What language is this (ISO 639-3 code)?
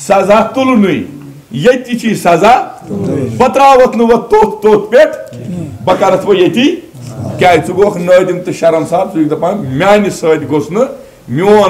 kas